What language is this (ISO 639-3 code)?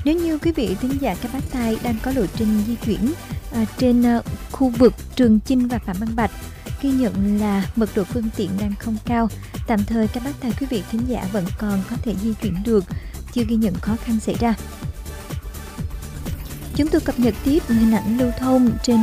vie